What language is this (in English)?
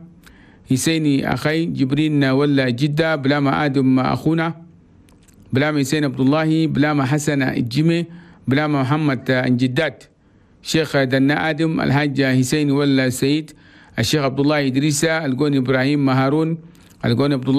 Chadian Arabic